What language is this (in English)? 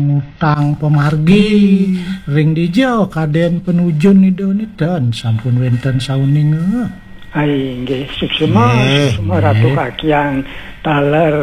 Balinese